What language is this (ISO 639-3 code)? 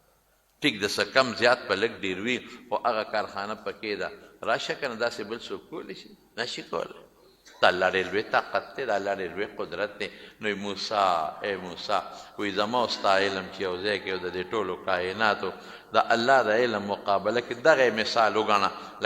pus